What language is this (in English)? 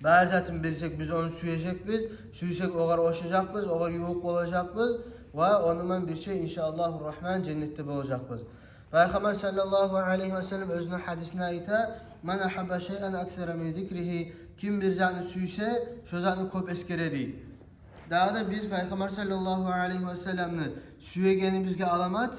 Kumyk